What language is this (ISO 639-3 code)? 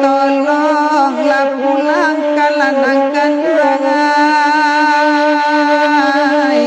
min